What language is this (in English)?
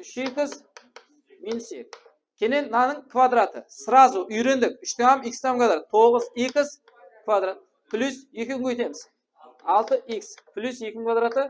Kara-Kalpak